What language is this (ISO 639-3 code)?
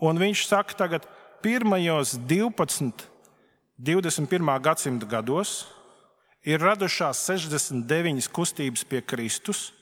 lav